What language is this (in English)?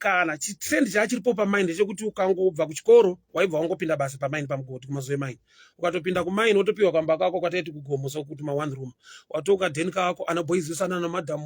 Shona